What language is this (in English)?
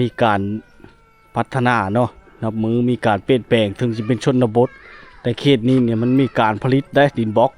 Lao